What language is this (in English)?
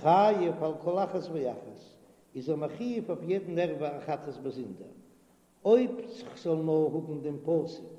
Yiddish